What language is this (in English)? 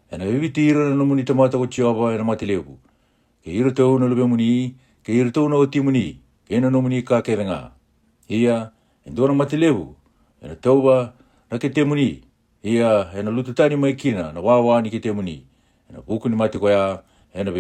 Fijian